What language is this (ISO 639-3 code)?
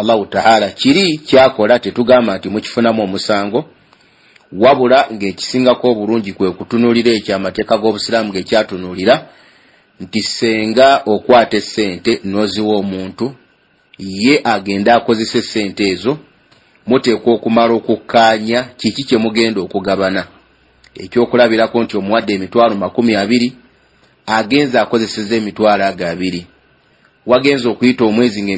lug